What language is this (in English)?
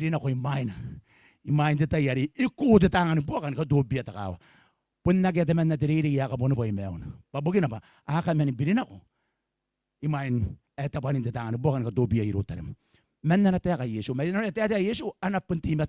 Gilbertese